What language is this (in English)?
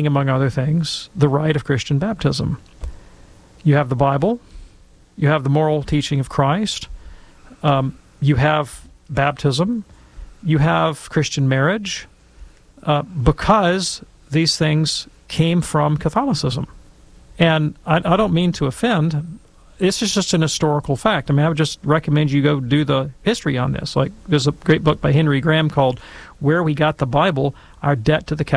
English